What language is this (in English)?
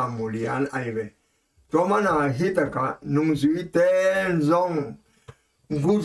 Tedim Chin